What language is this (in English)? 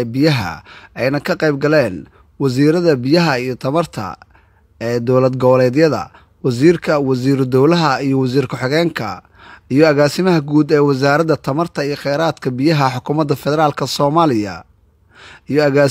Somali